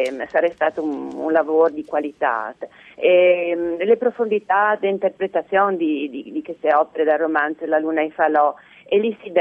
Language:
Friulian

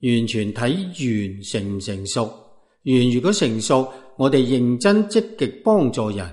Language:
Cantonese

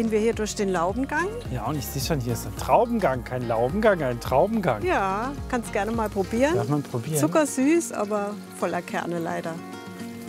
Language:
German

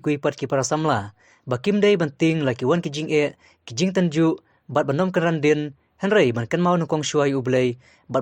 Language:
Khasi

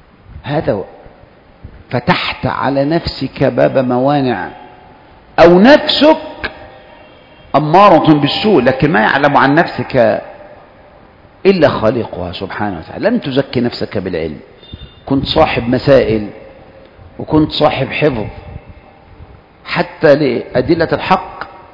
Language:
Arabic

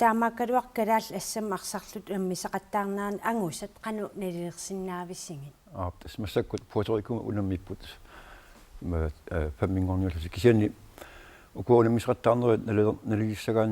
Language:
Kalaallisut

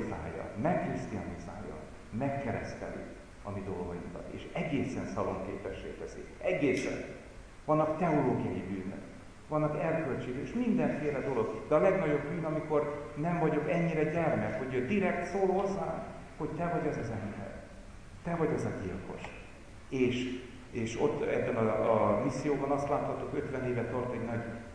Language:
Hungarian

